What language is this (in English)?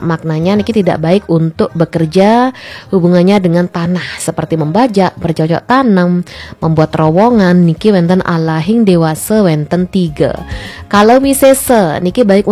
Balinese